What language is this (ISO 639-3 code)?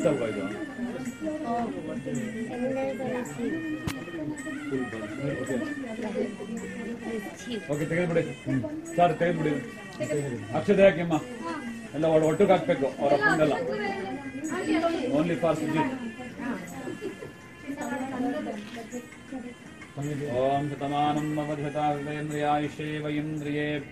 kan